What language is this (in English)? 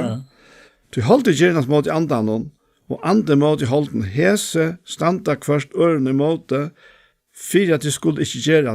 Faroese